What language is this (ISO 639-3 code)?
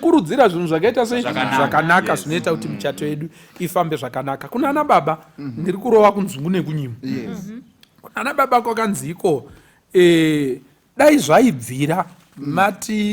sna